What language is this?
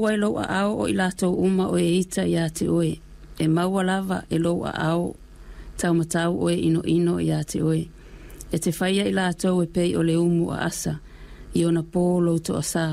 Samoan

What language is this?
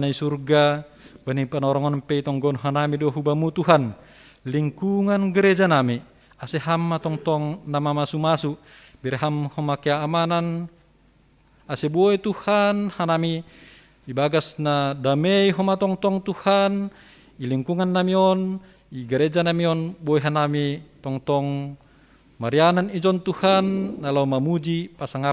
Batak Simalungun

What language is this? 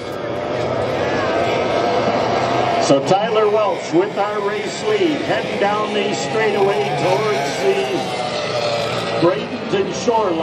English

